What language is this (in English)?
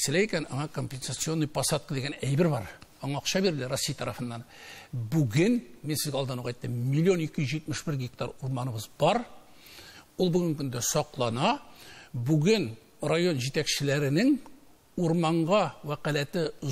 Tatar